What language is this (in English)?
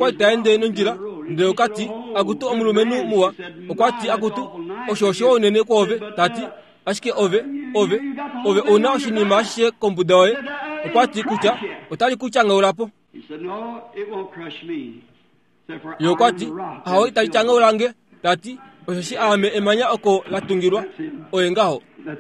Kuanyama